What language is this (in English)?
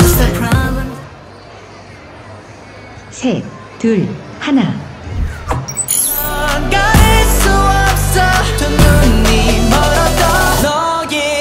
Korean